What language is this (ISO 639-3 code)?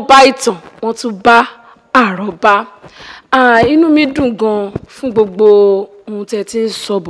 yor